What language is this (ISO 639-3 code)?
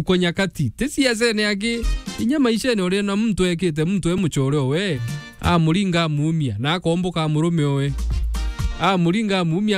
mer